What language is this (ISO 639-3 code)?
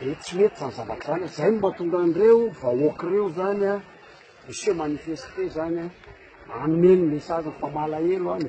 mlg